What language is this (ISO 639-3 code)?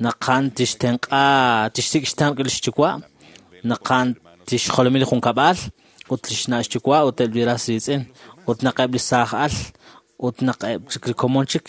kek